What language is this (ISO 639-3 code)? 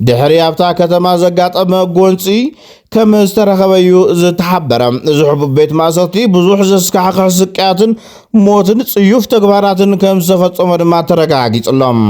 tir